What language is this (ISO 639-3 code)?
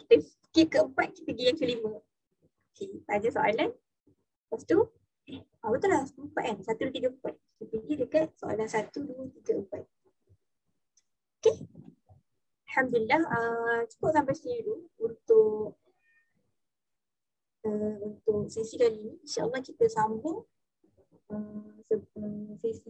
msa